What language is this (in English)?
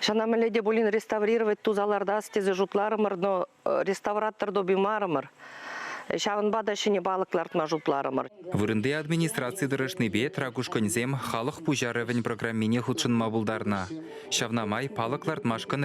Chuvash